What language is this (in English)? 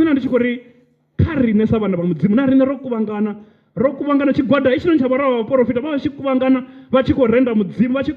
Venda